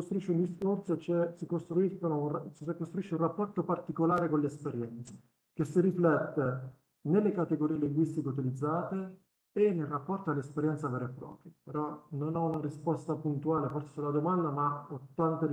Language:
Italian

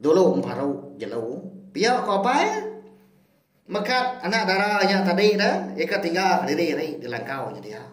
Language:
Iban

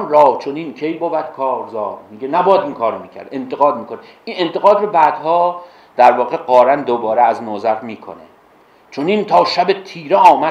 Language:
Persian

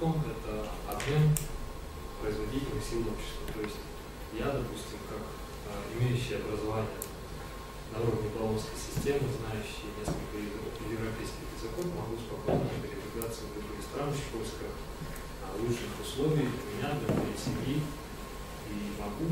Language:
Russian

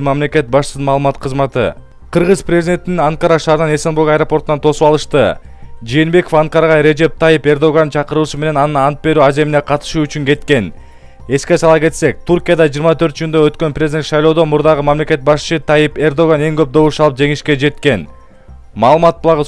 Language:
Kyrgyz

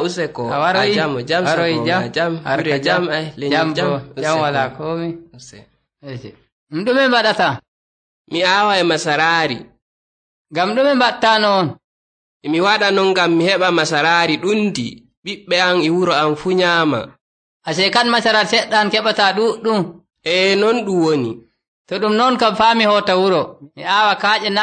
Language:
Nigerian Fulfulde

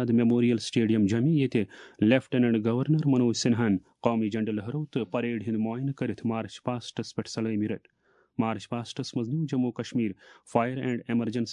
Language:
Kashmiri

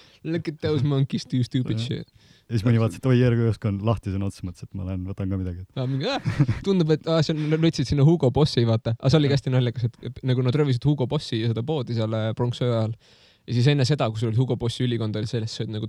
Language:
Estonian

